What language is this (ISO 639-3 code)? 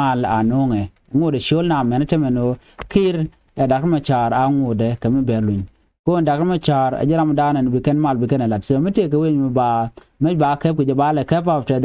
nus